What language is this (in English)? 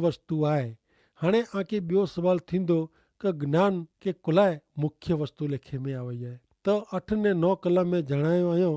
Kachhi